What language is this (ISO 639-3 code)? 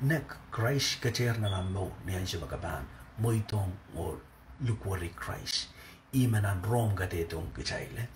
pon